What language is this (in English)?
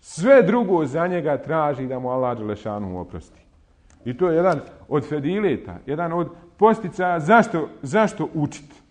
Bosnian